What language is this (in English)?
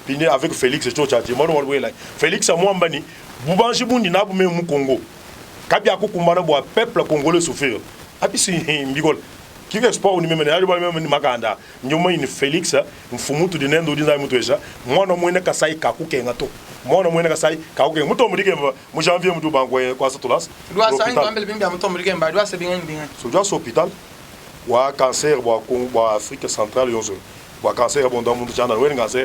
Luba-Lulua